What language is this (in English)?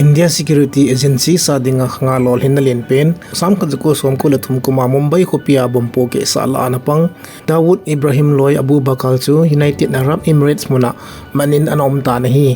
Thado Chin